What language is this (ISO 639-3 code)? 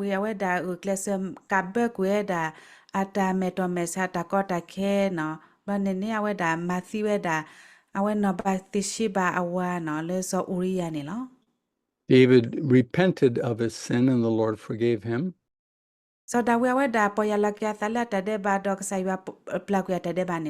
ksw